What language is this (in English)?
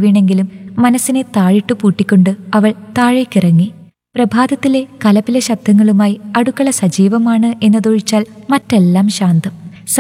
Malayalam